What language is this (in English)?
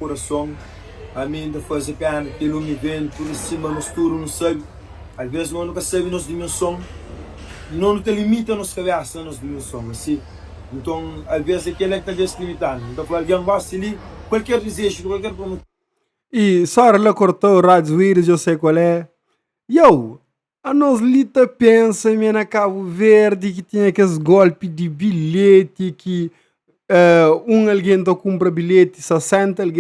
Kabuverdianu